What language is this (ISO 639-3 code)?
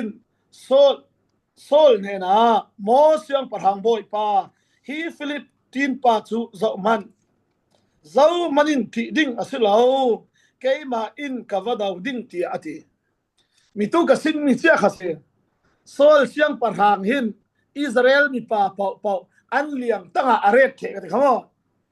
cfm